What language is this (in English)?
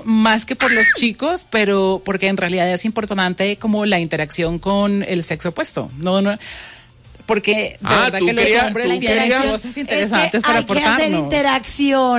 Spanish